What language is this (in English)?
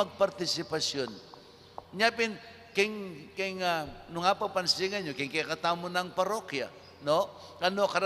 Pampanga